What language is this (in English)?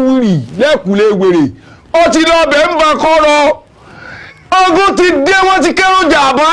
Yoruba